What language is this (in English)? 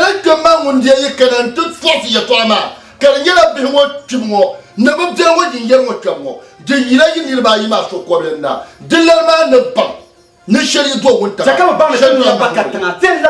Dagbani